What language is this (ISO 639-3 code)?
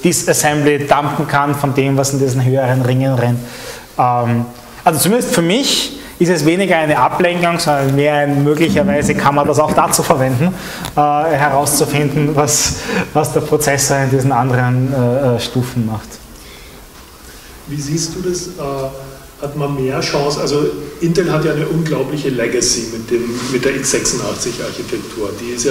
deu